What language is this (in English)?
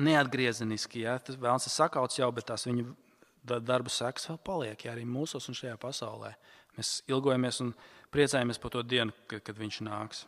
Latvian